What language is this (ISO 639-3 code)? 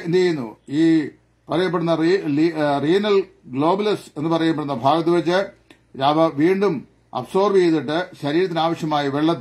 mal